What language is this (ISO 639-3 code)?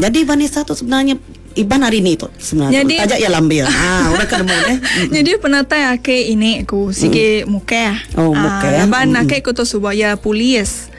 iba